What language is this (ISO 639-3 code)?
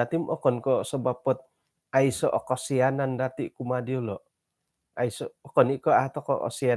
dtp